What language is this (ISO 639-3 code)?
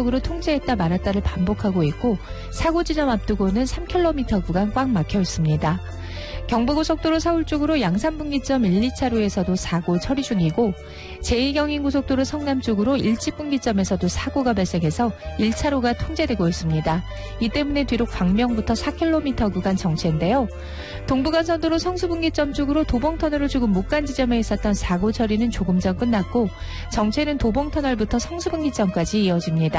kor